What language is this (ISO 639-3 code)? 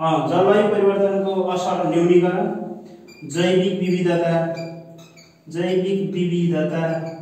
nep